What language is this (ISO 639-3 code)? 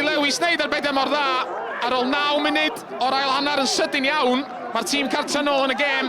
cym